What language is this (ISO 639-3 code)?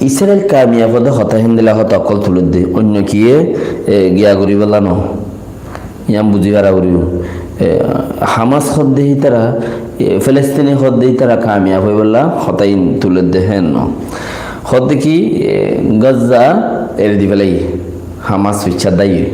rhg